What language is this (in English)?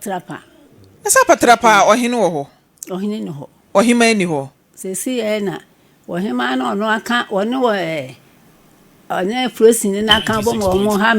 Akan